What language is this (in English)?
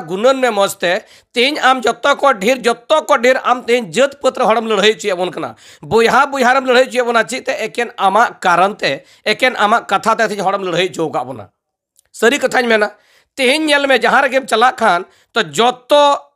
Santali